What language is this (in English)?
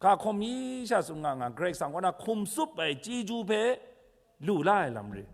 Kachin